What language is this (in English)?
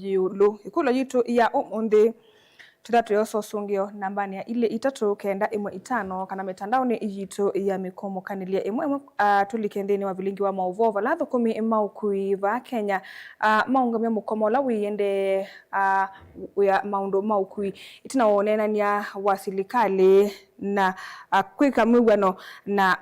Kamba